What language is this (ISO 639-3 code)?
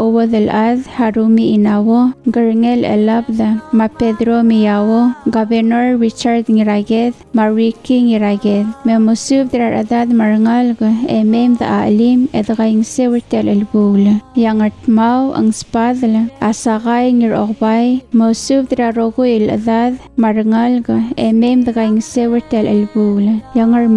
pau